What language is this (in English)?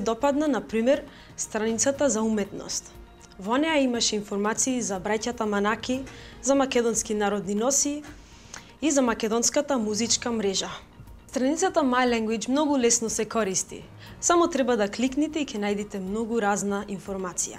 Macedonian